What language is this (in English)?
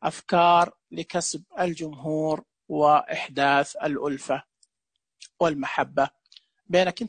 Najdi Arabic